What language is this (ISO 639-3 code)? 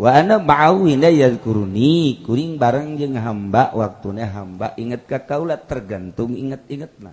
sun